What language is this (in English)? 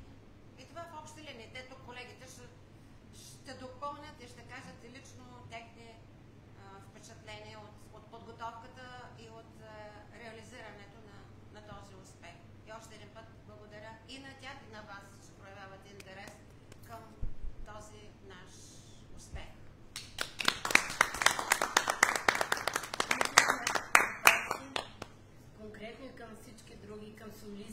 Bulgarian